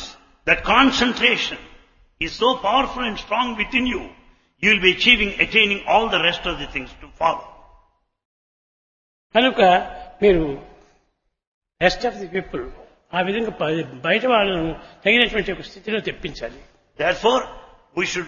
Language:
Telugu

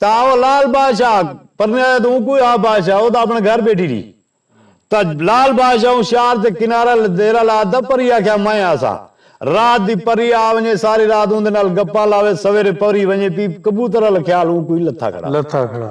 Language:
Saraiki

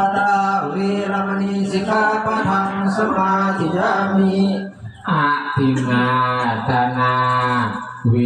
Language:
Pali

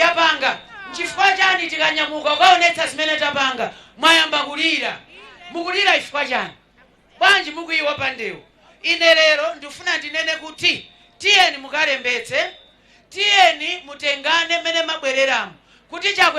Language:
Nyanja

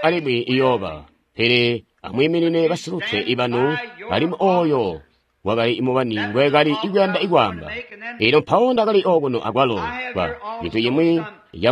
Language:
Tonga (Zambia)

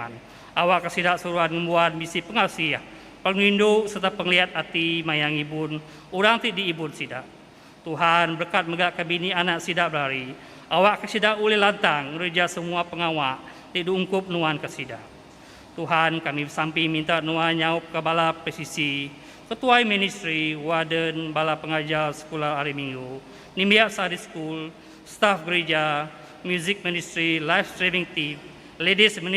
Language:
Iban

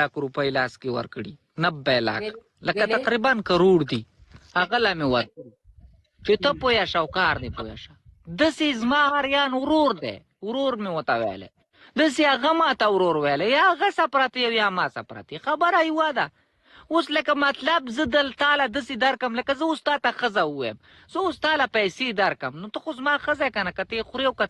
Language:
Pashto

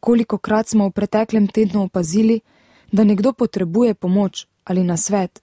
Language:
Slovenian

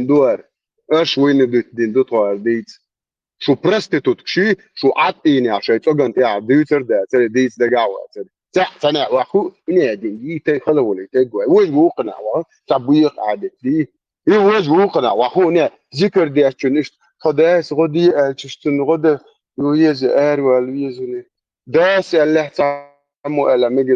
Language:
Chechen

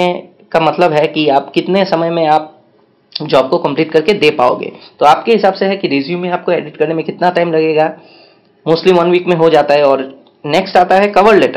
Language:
Hindi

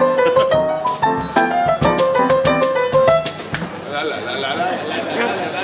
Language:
Danish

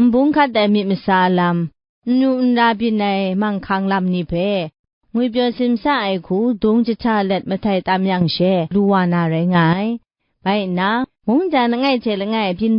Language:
Kachin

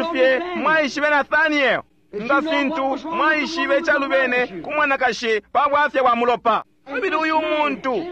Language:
Bemba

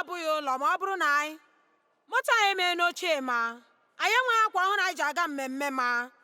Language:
Igbo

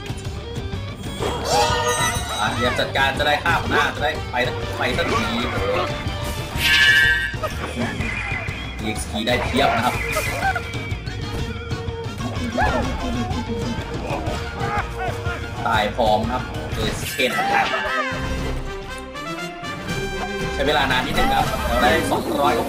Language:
Thai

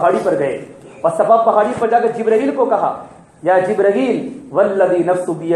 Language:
Urdu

